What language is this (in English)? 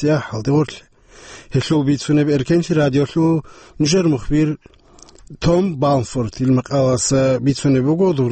Avaric